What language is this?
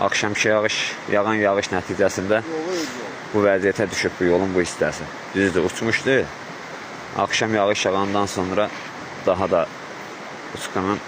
Azerbaijani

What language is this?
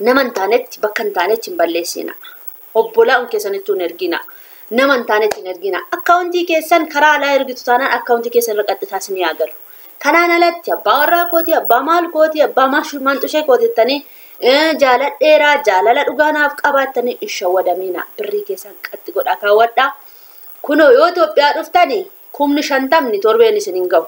Oromo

